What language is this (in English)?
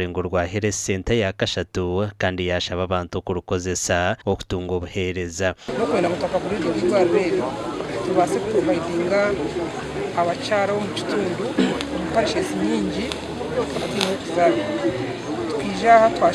Nyankole